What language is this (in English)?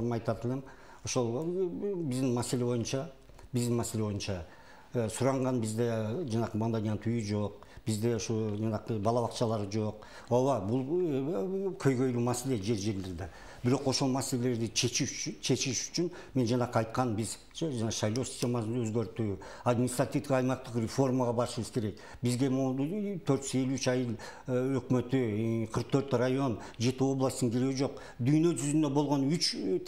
Kyrgyz